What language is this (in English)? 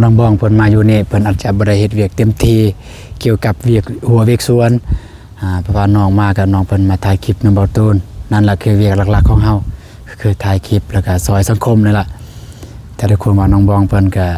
Lao